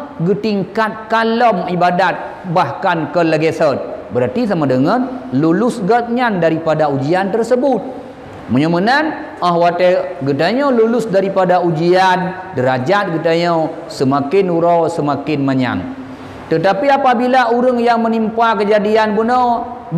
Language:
Achinese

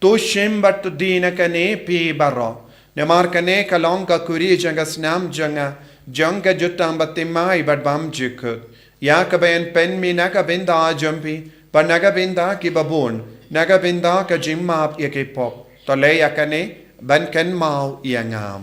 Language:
Khasi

